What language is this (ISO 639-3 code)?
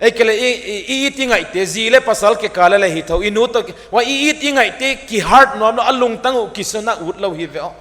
pck